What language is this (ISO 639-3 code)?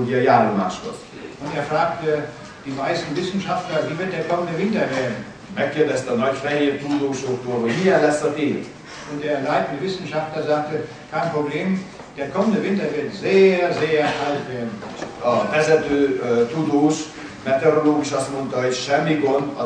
hun